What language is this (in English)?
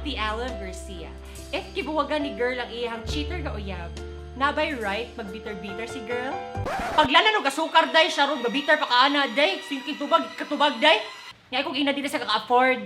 Cebuano